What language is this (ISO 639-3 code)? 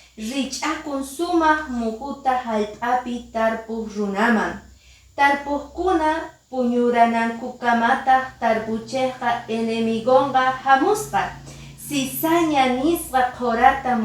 que